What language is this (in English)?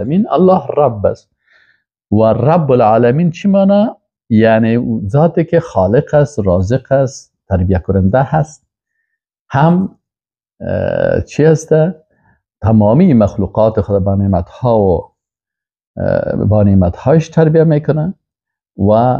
Persian